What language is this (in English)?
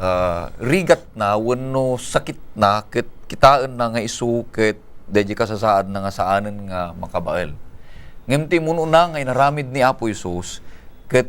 Iloko